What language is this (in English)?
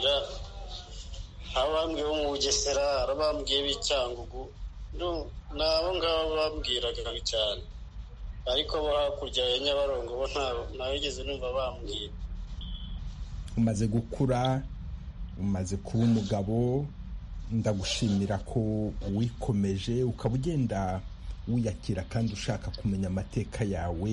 Kinyarwanda